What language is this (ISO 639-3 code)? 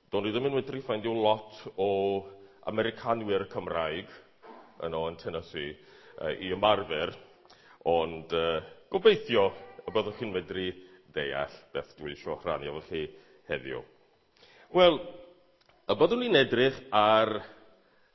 cym